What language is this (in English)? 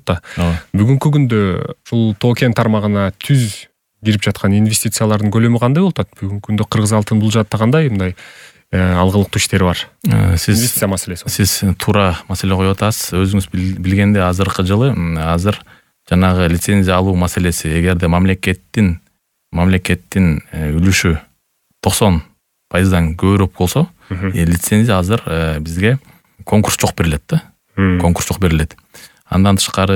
Kyrgyz